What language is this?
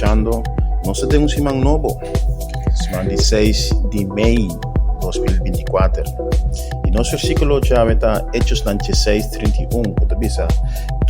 Papiamento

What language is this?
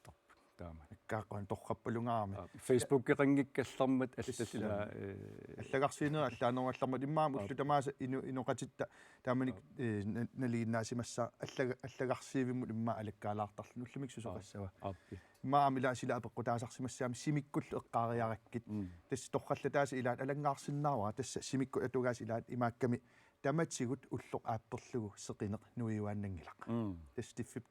Kalaallisut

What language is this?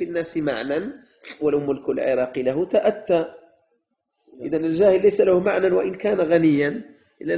Arabic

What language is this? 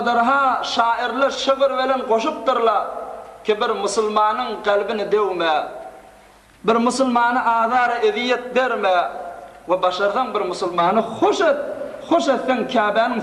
Turkmen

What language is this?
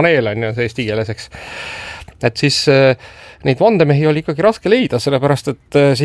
Estonian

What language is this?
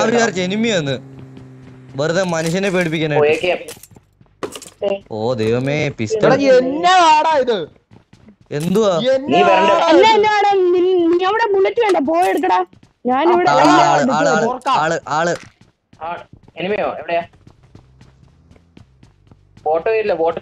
Malayalam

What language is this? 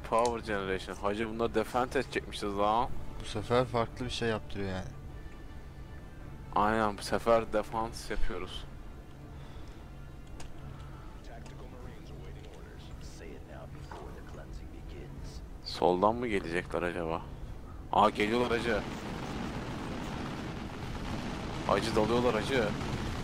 Turkish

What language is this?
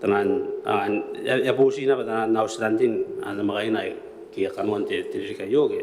Gilbertese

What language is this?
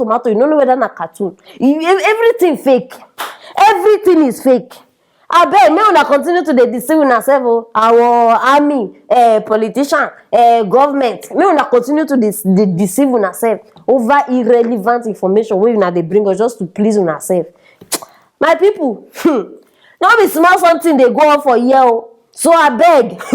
Nigerian Pidgin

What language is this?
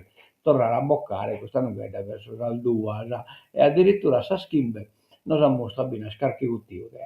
Sardinian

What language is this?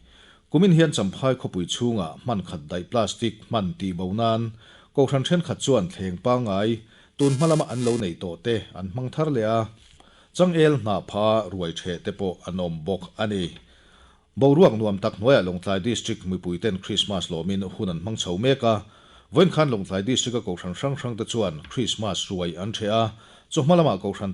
Mizo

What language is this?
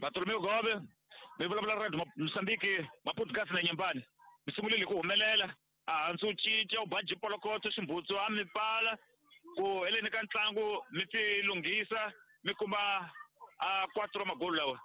Tsonga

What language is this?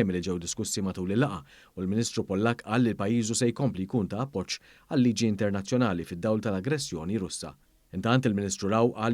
Maltese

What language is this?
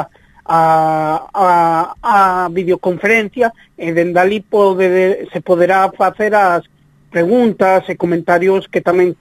Galician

